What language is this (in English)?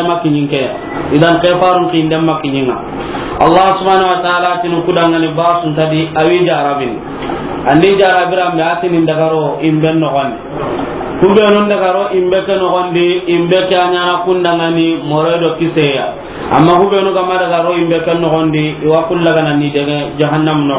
Soninke